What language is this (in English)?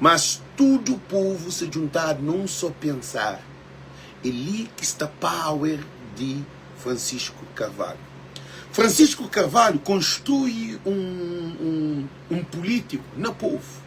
Kabuverdianu